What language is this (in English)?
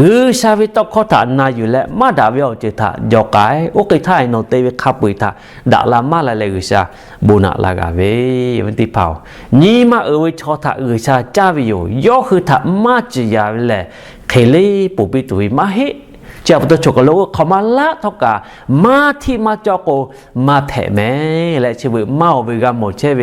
Lahu